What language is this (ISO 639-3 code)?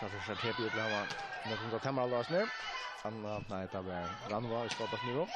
fao